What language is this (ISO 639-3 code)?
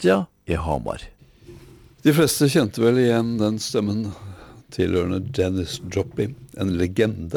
nor